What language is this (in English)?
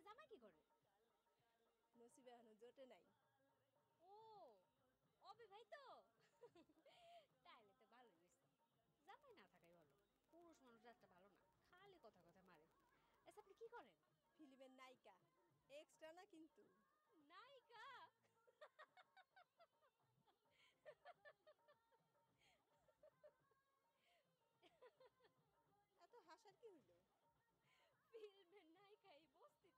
Bangla